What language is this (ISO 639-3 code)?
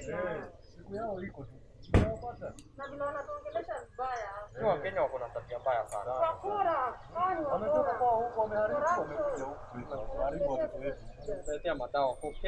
swa